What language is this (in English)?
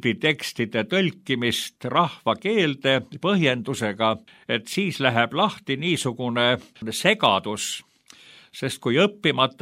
Estonian